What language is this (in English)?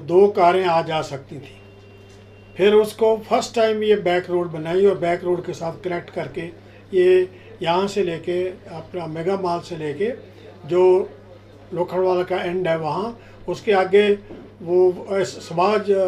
Hindi